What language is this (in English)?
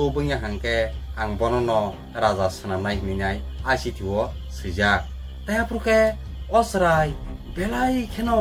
Kok Borok